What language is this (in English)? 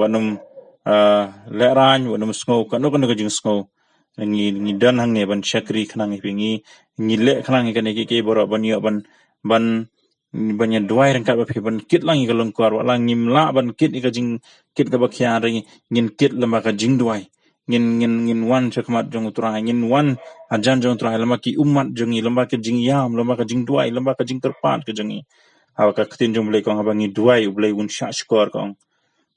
Khasi